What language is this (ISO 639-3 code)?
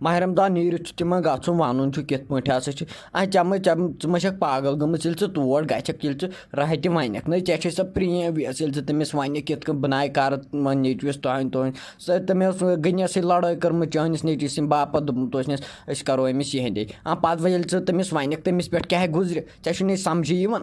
kas